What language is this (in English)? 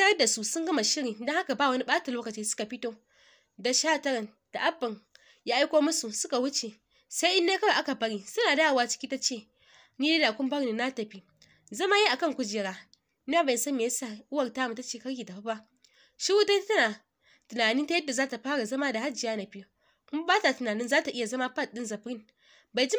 Hausa